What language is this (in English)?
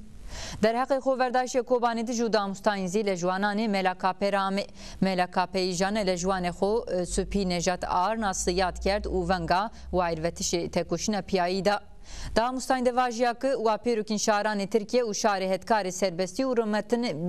Zaza